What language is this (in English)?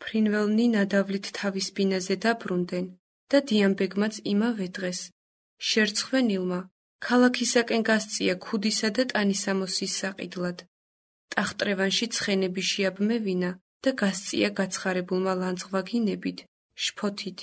Georgian